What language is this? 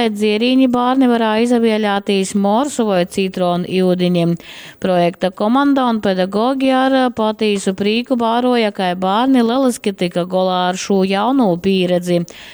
Latgalian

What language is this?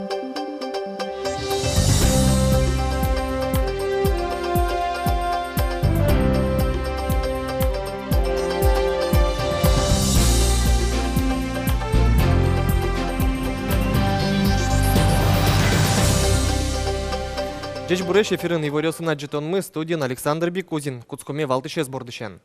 Udmurt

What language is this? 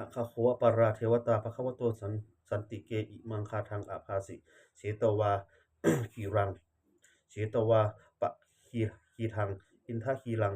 Pali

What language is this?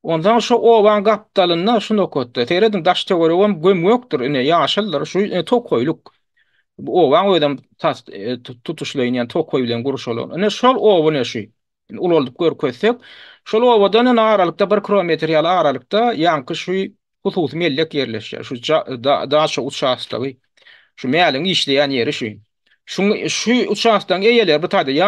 Turkmen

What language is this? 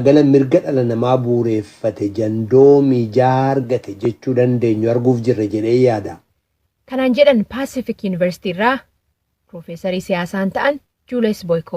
Oromo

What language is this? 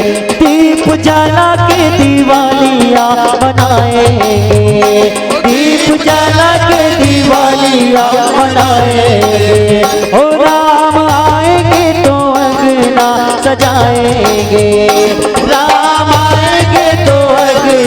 Chhattisgarhi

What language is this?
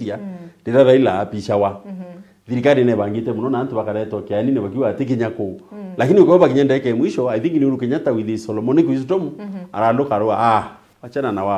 Meru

